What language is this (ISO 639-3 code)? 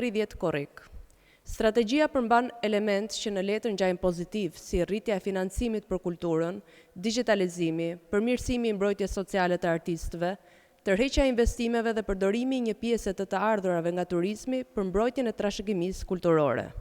sqi